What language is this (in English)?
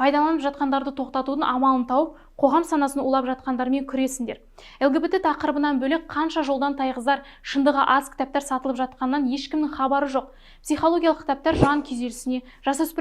Kazakh